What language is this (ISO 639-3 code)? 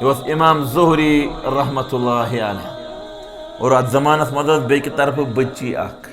kas